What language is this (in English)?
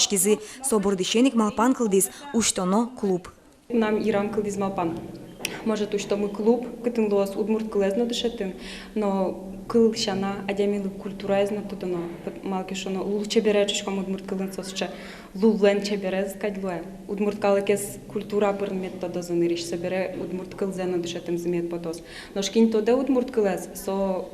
Udmurt